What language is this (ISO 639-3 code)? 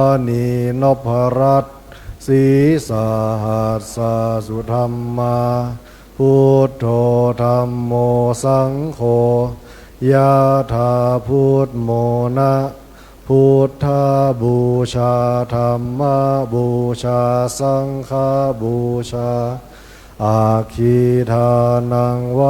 pli